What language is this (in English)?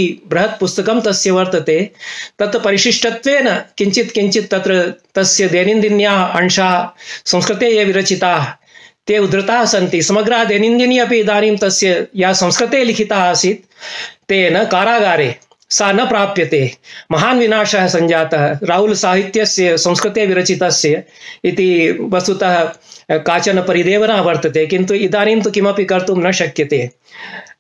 Sanskrit